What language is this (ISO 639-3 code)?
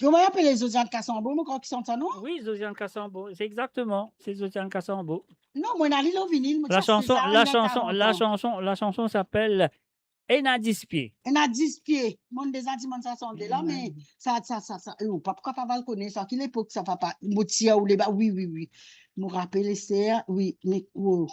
mfe